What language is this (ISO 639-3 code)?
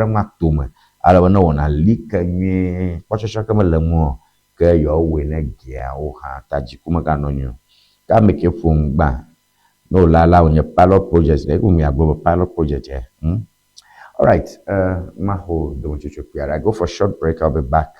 ewe